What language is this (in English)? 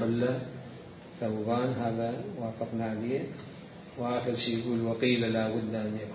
Mesopotamian Arabic